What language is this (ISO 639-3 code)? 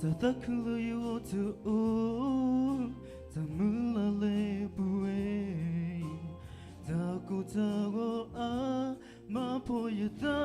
ksw